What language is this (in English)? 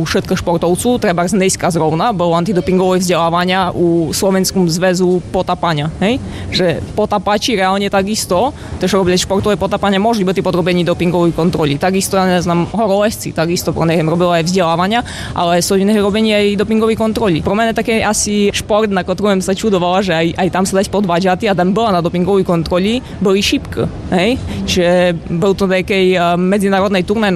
Slovak